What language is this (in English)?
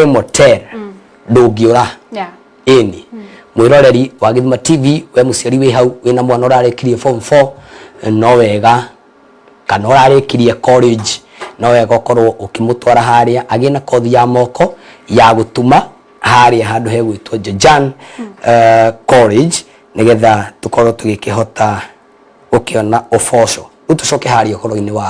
Kikuyu